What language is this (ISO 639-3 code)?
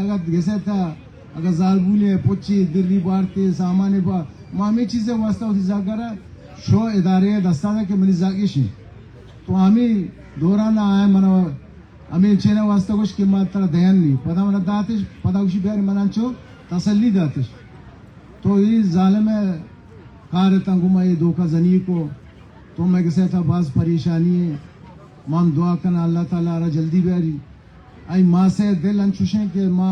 bal